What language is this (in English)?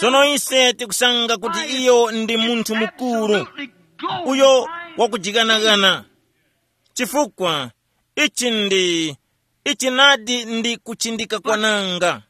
Tumbuka